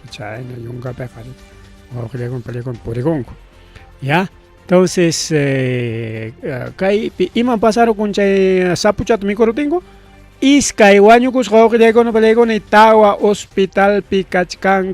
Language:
Ayacucho Quechua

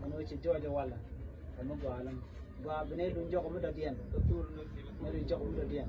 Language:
Nuer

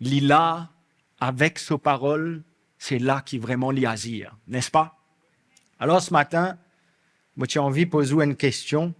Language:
Morisyen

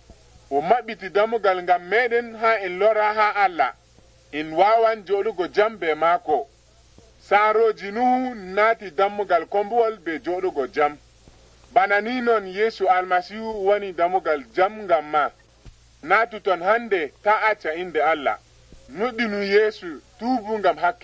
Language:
Nigerian Fulfulde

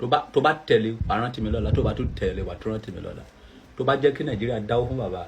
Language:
Yoruba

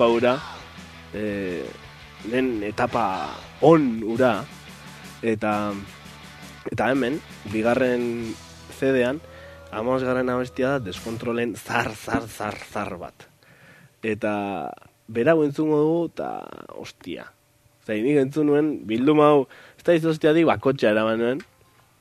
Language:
Basque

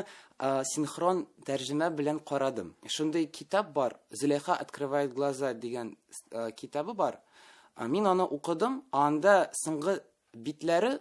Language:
Tatar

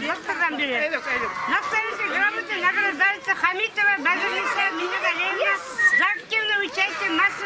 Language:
Bashkir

